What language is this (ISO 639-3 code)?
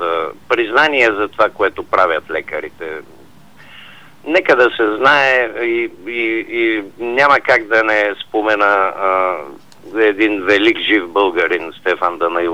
bul